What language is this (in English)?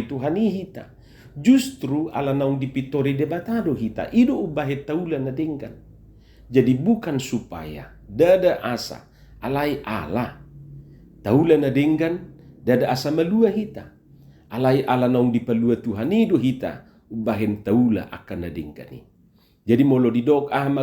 Batak Toba